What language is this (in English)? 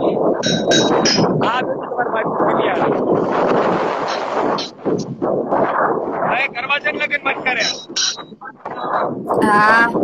Gujarati